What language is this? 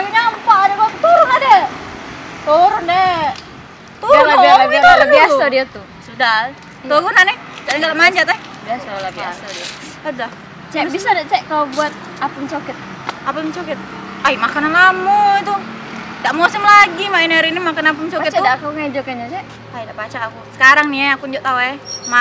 Musi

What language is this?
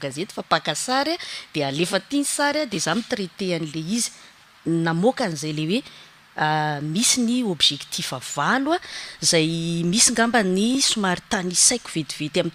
Malagasy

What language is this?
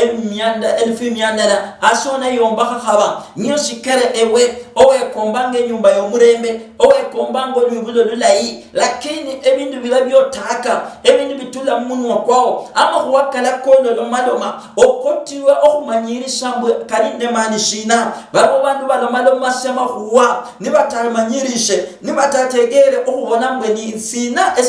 Luyia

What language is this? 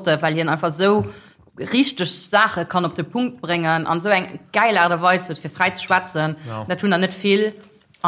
Luxembourgish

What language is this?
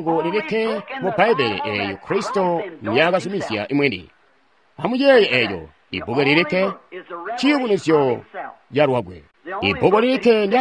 Tonga (Zambia)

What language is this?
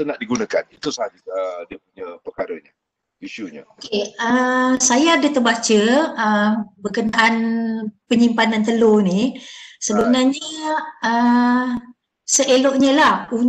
Malay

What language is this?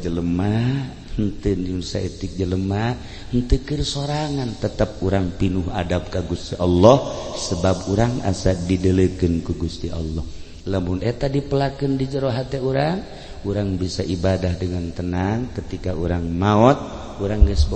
Sundanese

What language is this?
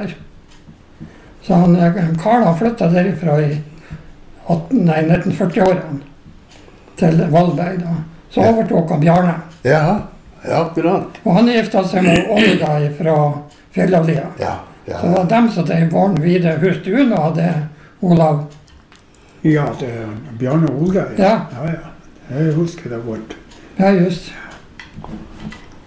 Norwegian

